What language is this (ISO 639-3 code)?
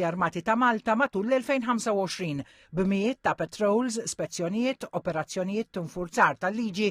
mlt